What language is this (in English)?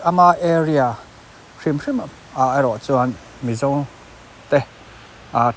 Mizo